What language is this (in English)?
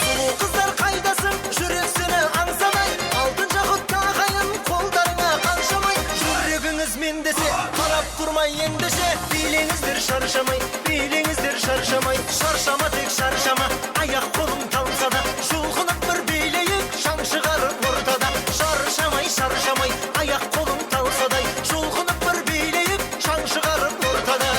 Kara-Kalpak